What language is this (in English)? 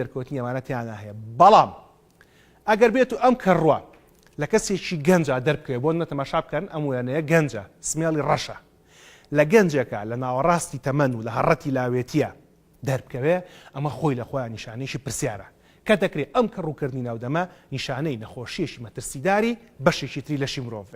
Central Kurdish